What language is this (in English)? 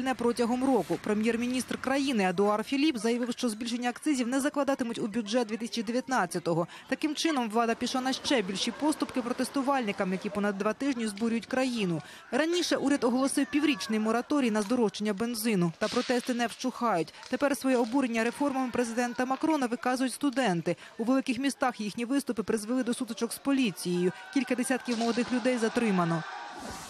Ukrainian